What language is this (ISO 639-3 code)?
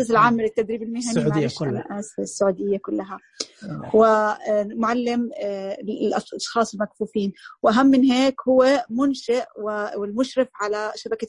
ars